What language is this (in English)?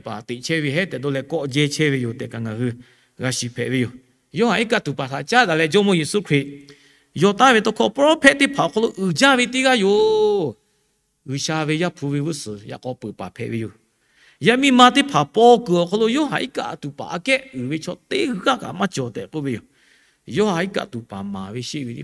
Lahu